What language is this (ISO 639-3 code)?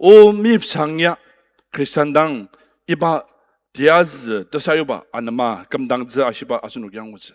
njo